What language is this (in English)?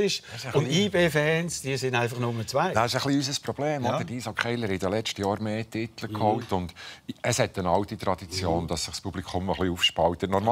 Swiss German